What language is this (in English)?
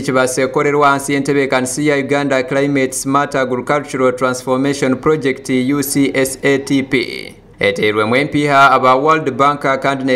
Nyankole